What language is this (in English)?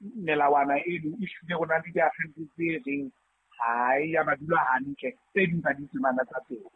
Southern Sotho